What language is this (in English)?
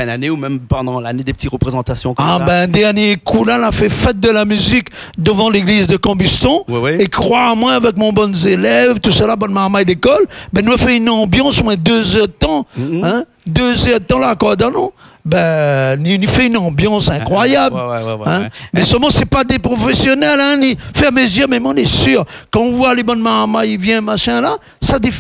Réunion Creole French